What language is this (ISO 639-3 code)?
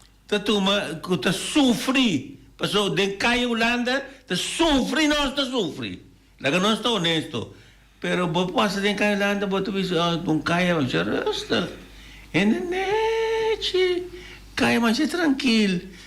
pap